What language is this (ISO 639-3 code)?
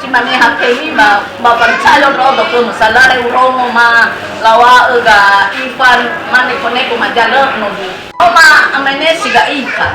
nia